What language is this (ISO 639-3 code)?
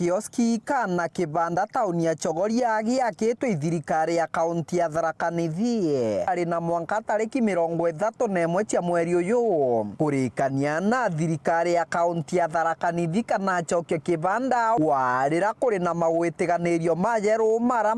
mer